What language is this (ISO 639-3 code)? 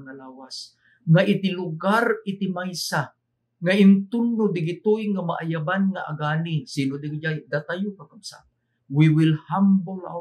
ilo